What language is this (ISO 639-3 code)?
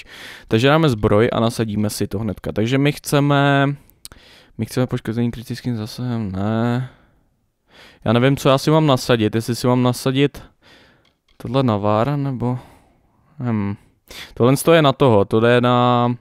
ces